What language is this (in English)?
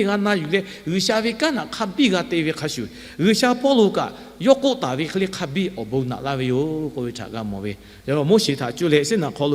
Lahu